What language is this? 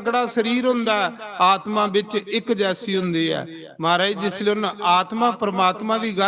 Dogri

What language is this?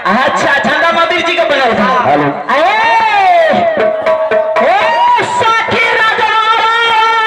Bhojpuri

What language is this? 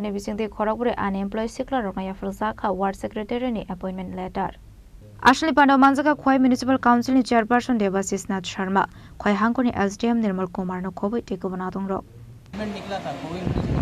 Kok Borok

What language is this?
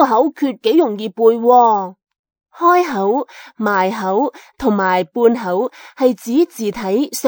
Cantonese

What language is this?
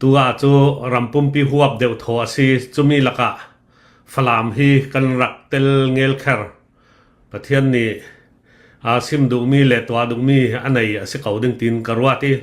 Hakha Chin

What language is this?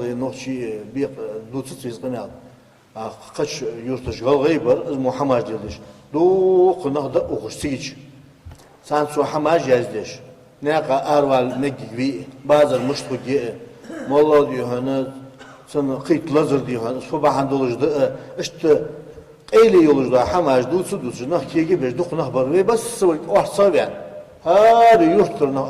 Ingush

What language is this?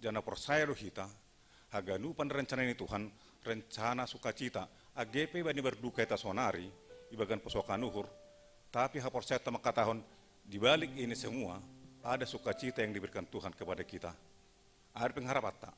Batak Simalungun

